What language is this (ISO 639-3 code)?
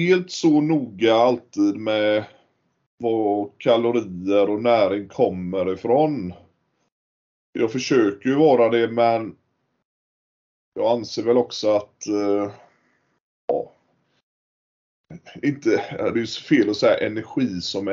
swe